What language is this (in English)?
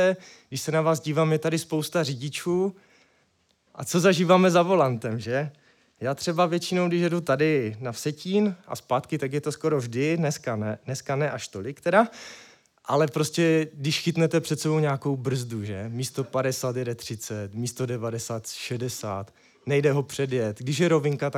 Czech